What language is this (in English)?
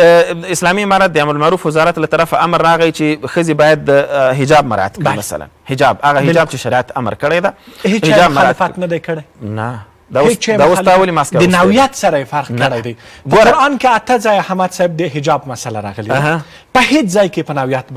Pashto